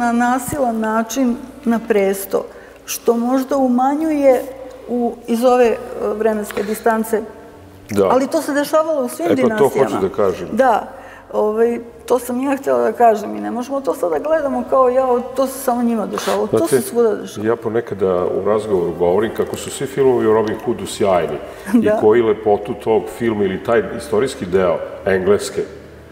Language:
Serbian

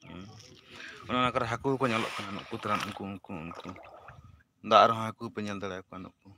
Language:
Santali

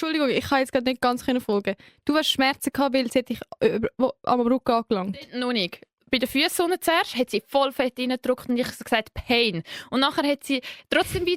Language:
Swiss German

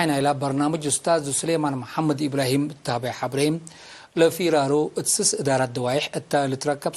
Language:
Tigre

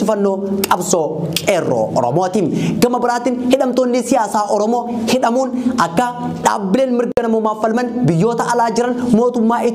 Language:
Oromo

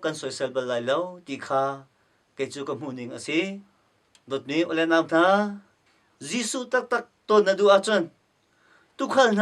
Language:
Hakha Chin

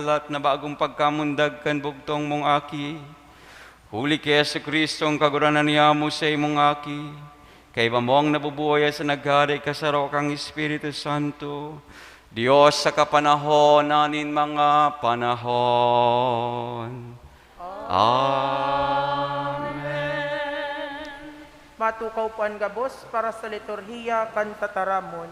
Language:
Bikol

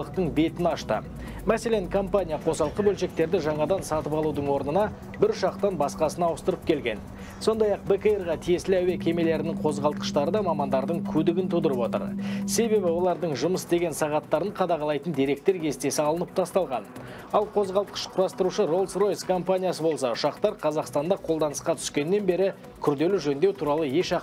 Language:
Kazakh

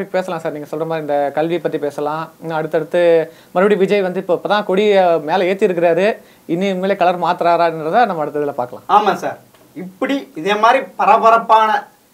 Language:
Tamil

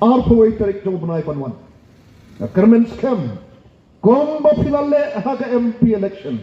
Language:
Khasi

